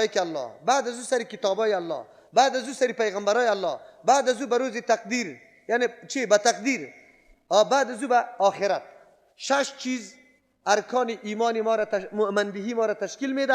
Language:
Persian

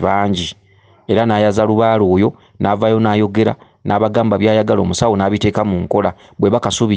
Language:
Ganda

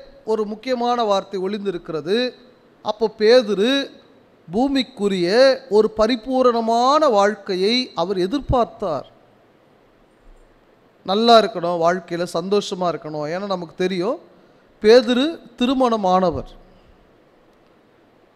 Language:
Tamil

